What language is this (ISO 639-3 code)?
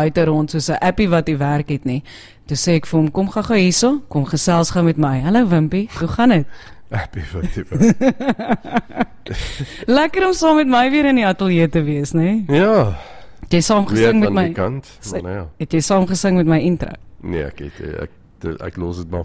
afr